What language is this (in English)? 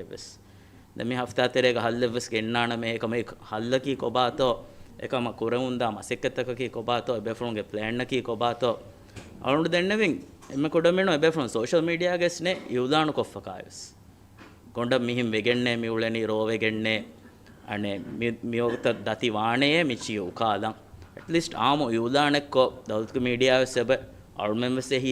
Divehi